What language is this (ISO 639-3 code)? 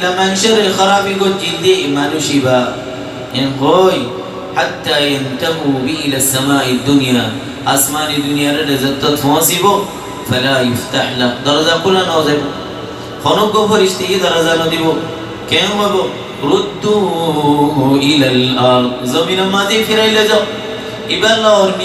rhg